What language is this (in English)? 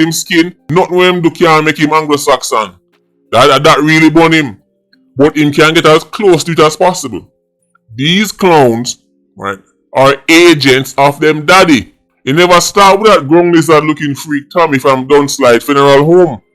Jamaican Creole English